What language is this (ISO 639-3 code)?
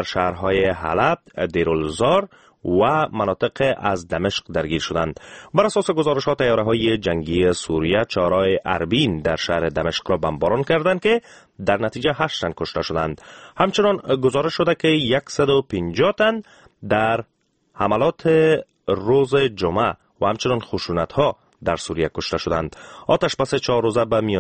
fas